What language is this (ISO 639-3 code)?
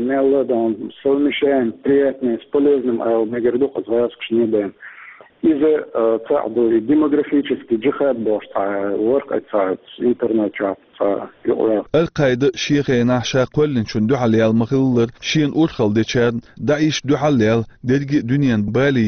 che